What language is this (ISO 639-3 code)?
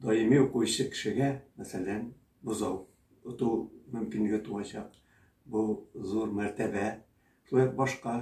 tat